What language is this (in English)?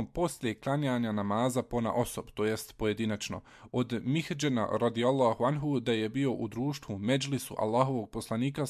Bosnian